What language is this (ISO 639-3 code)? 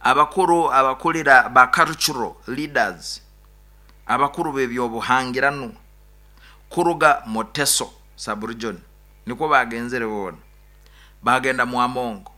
nyo